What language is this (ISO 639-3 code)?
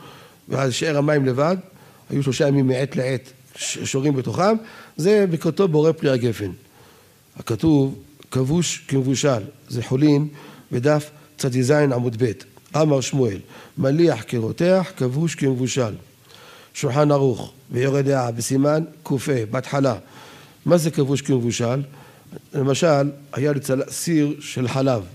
heb